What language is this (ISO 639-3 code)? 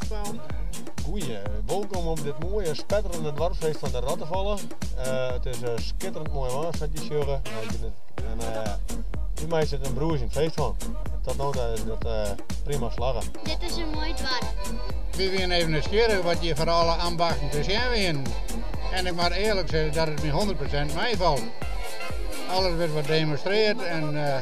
fry